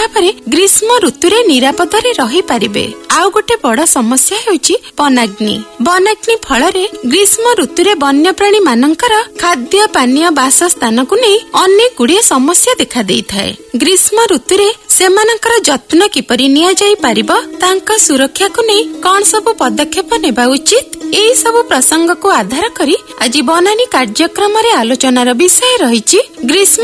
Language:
Odia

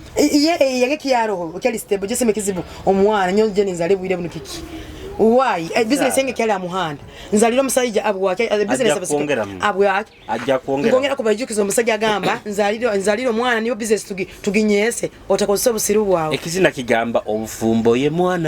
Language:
Nyoro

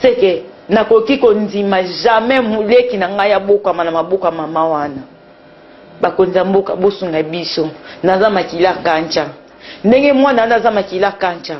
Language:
Lingala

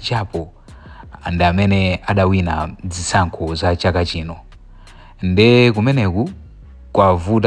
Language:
Nyanja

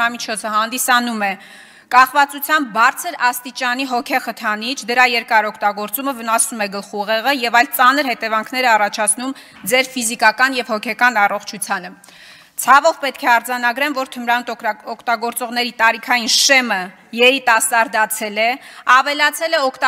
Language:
Armenian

